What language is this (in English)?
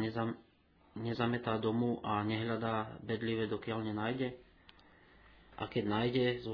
Slovak